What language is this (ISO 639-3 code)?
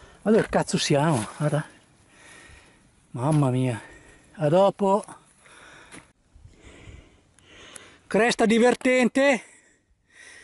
ita